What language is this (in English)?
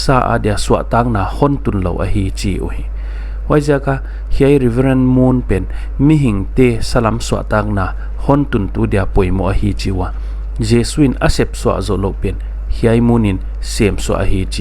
Paite Chin